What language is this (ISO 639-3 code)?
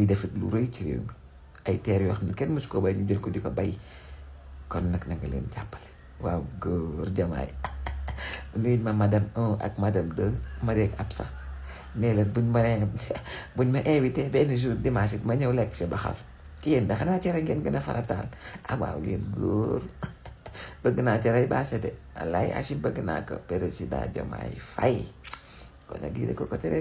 wol